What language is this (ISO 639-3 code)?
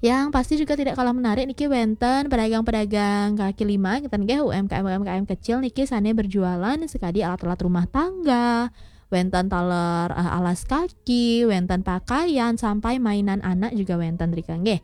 ban